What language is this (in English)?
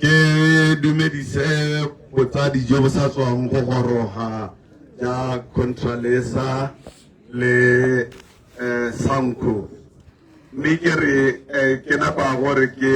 Tswana